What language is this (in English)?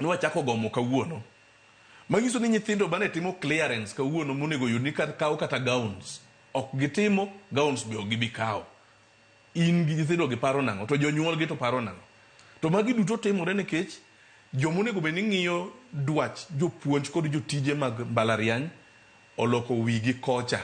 Luo (Kenya and Tanzania)